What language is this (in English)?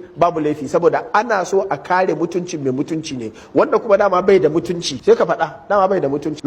Hausa